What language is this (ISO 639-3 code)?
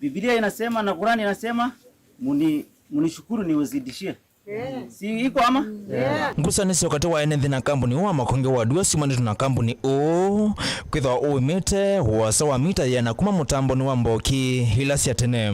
kam